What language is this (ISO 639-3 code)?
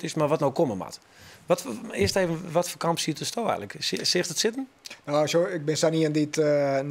fry